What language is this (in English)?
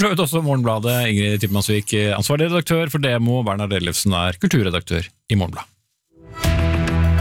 Norwegian